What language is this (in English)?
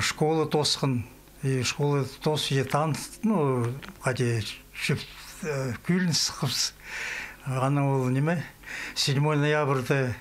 Khakas